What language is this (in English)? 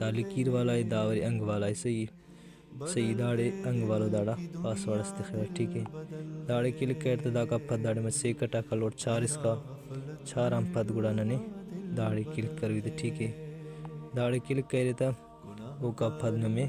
Brahui